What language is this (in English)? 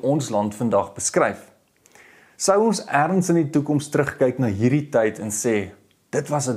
Afrikaans